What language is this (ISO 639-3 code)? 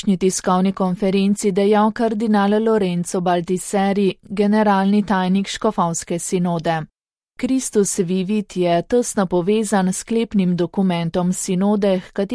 slv